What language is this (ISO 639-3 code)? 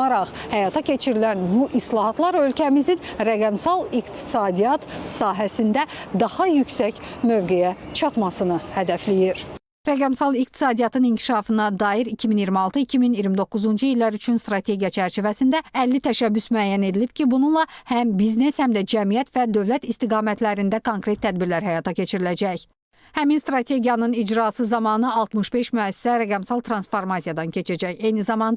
aze